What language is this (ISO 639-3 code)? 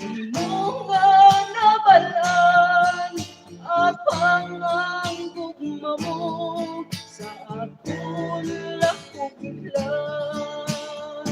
hil